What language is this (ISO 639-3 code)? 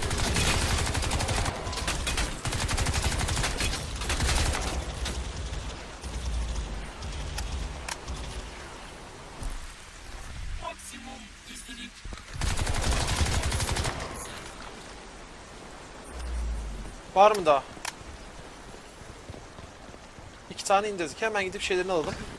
tur